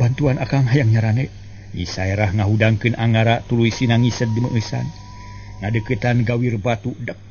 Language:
Sundanese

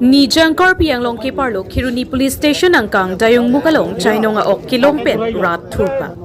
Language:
Karbi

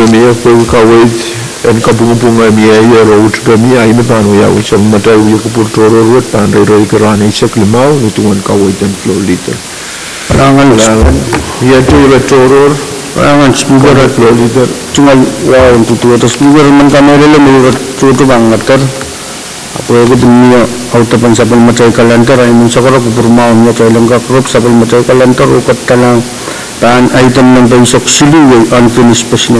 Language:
Pohnpeian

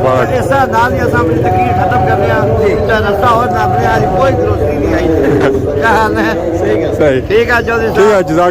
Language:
Pahari-Potwari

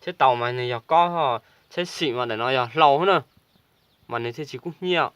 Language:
Hmong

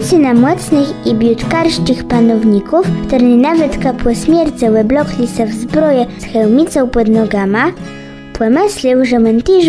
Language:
Kashubian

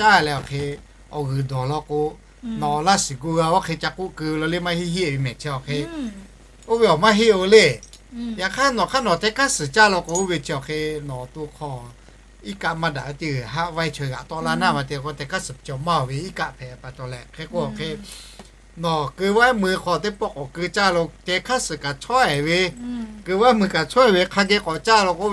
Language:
Lahu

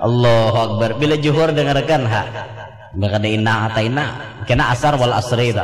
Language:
Banjar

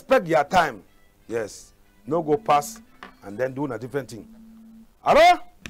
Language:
Cameroon Pidgin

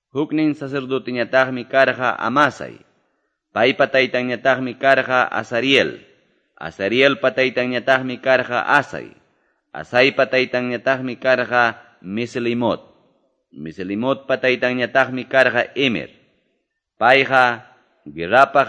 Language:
Quechua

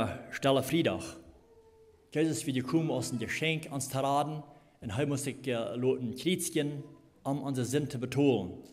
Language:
Plautdietsch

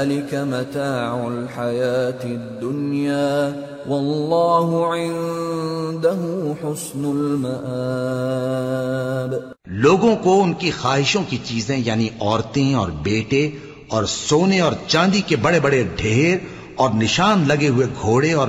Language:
Urdu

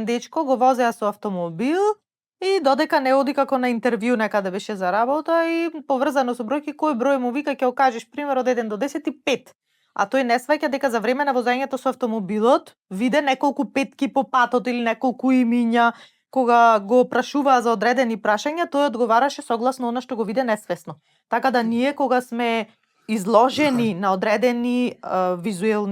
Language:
Macedonian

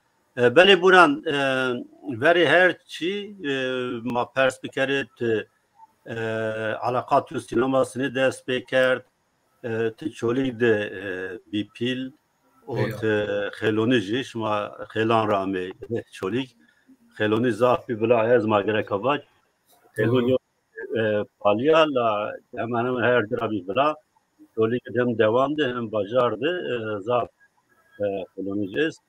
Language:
Zaza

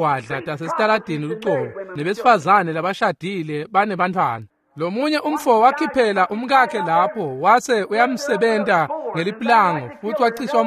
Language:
Swati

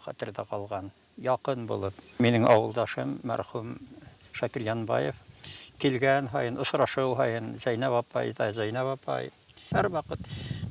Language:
Bashkir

